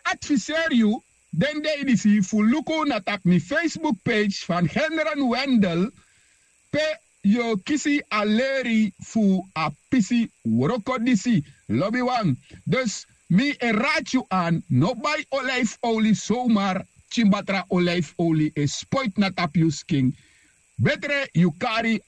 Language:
Sranan Tongo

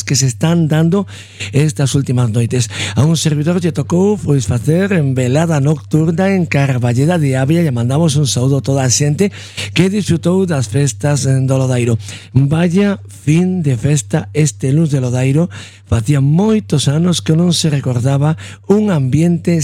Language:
Galician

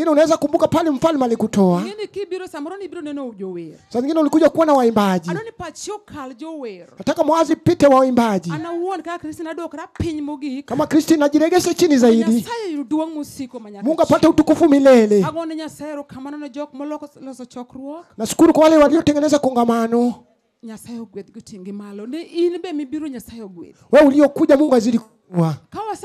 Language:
Luo (Kenya and Tanzania)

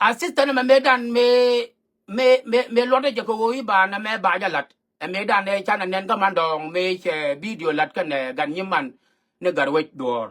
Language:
Nuer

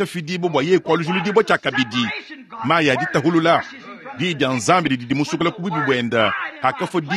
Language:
Luba-Lulua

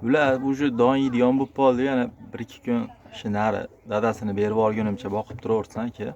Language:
Uzbek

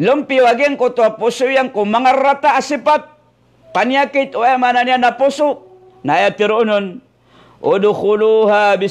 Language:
Maranao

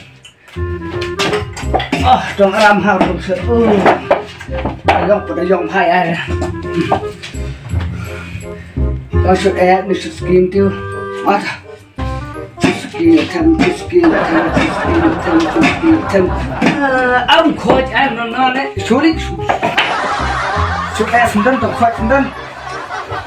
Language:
Malay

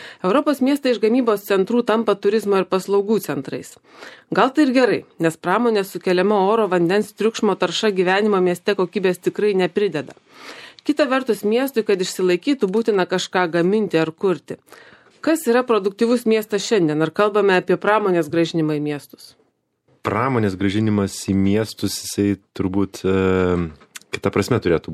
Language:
Lithuanian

